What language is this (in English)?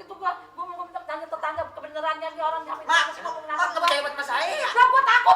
Betawi